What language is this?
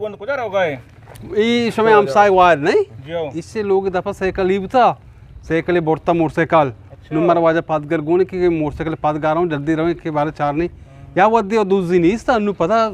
Eastern Balochi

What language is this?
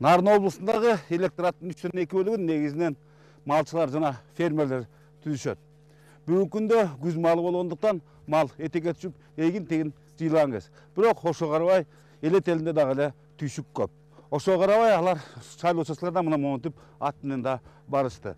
Kyrgyz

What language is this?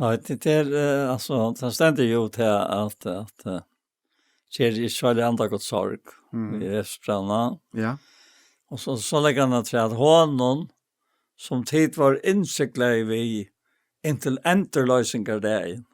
Faroese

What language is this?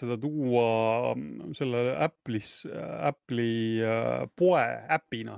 Estonian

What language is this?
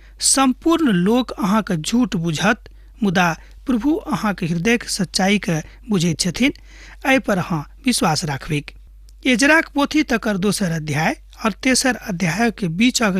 Maithili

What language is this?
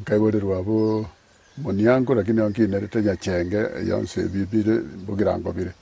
Gusii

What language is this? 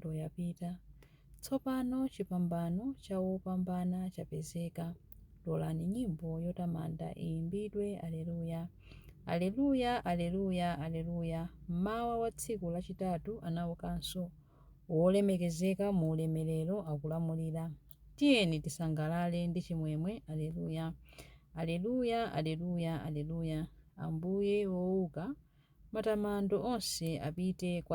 Nyanja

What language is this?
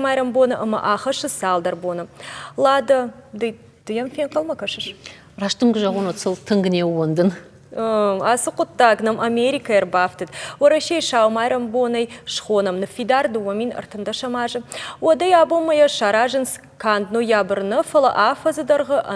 Ossetic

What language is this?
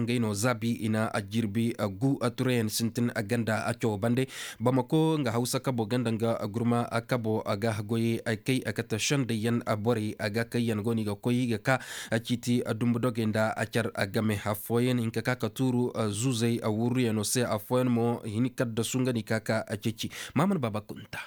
Koyraboro Senni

